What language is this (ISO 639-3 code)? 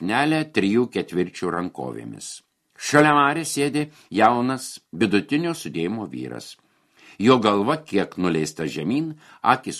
lit